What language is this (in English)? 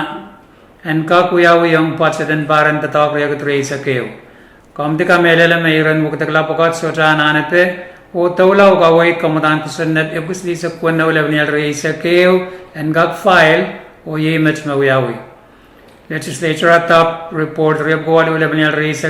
Pohnpeian